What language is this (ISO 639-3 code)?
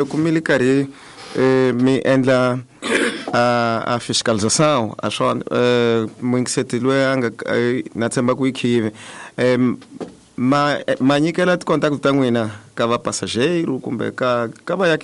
tso